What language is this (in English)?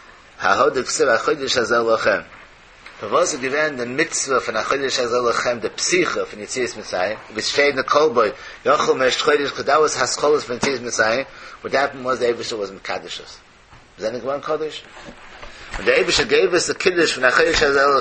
Yiddish